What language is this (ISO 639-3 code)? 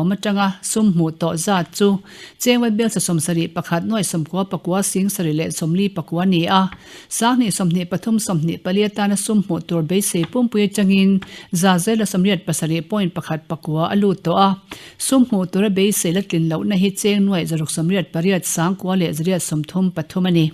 lus